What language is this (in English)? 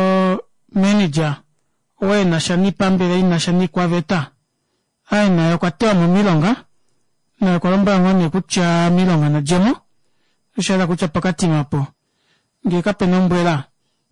Kuanyama